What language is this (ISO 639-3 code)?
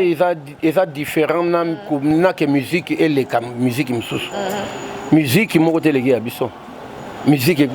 lin